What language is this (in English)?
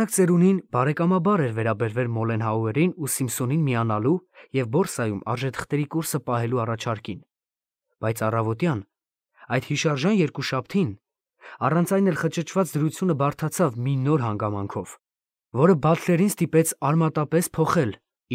Armenian